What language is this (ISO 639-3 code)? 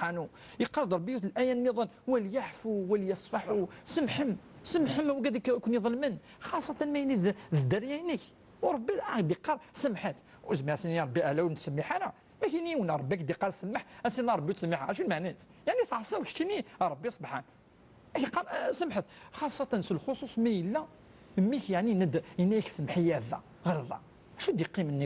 kab